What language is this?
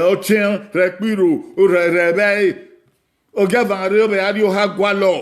Bini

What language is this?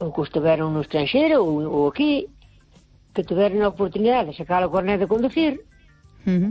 Galician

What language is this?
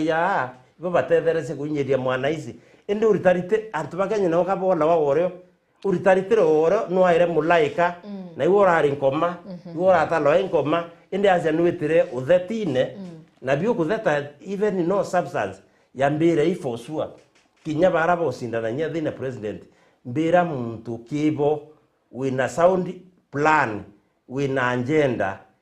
Meru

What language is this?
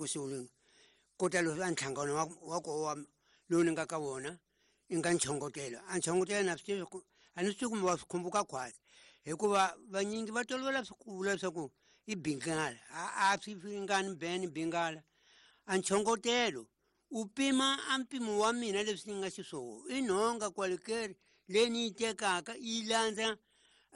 Tsonga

